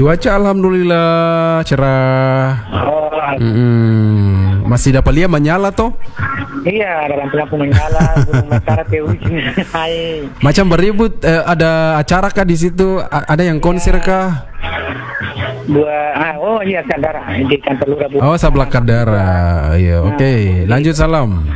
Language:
Indonesian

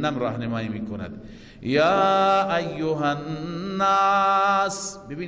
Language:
Persian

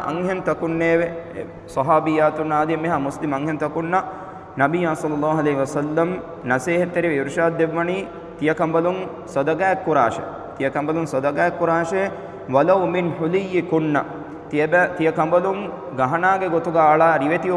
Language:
Divehi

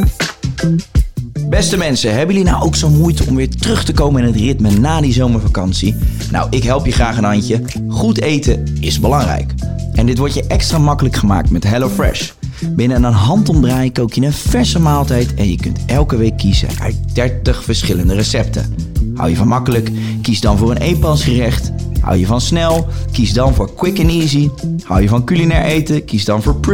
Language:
Dutch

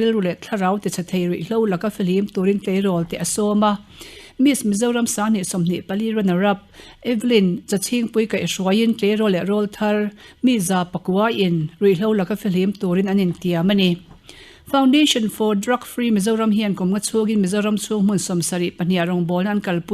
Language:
Mizo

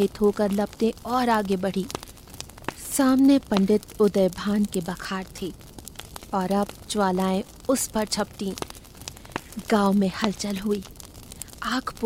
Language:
Hindi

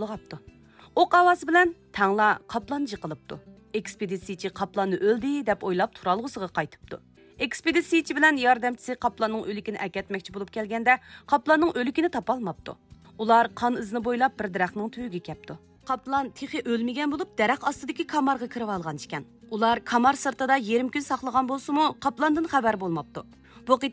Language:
Uyghur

